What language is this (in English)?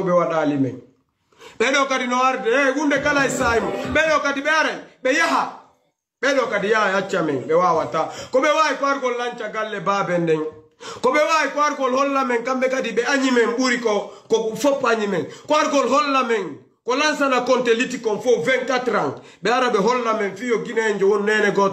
Fula